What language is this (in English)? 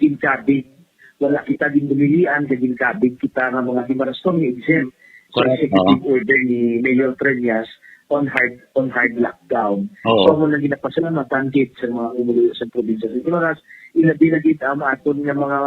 Hiligaynon